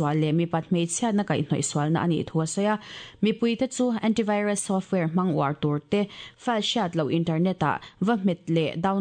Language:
Mizo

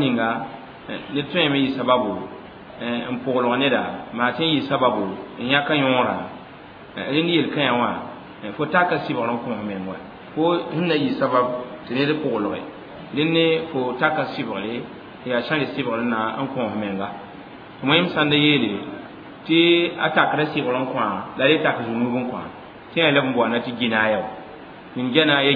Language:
Mossi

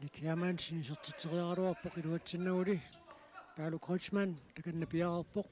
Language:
Kalaallisut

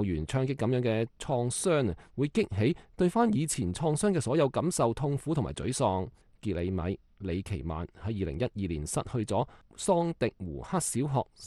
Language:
Cantonese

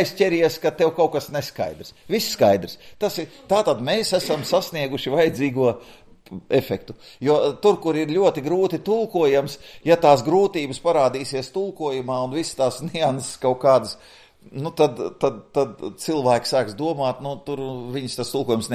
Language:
Latvian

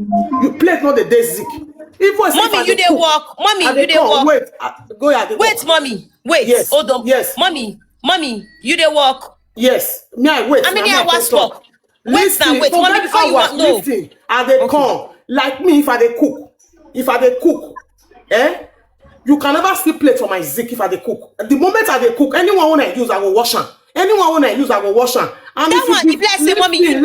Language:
Nigerian Pidgin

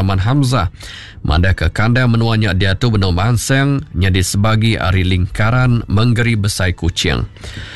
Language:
Iban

